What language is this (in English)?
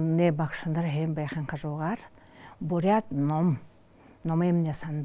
Buriat